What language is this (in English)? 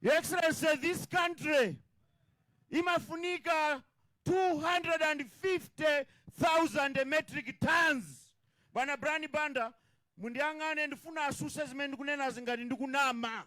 Nyanja